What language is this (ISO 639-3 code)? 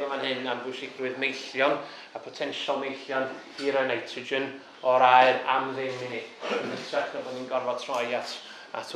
cym